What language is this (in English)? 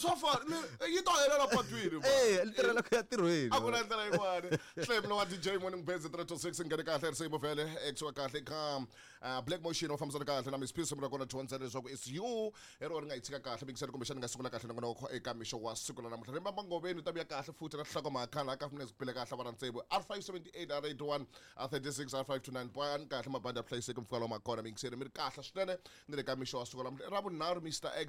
Tsonga